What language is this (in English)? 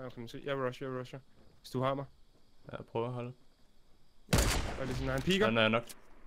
Danish